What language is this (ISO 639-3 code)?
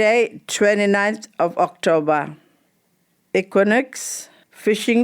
djr